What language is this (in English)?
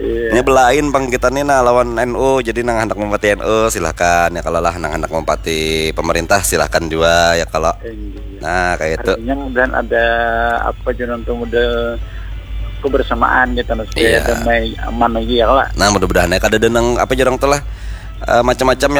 Banjar